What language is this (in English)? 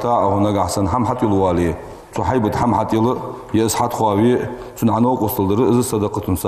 Ingush